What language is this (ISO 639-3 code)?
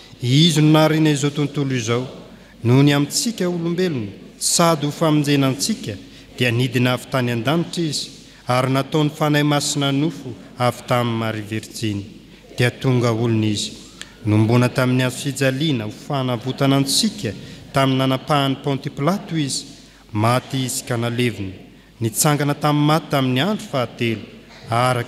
mlg